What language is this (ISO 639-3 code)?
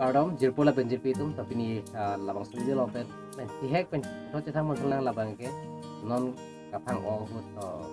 mjw